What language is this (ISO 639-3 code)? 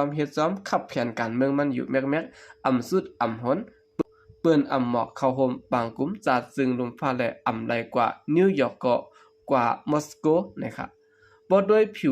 shn